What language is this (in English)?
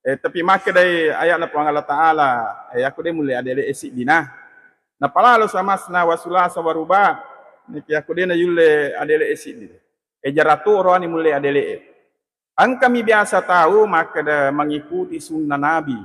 Buginese